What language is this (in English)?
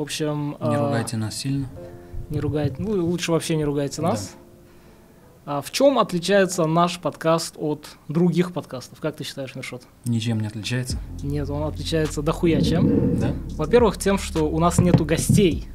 Russian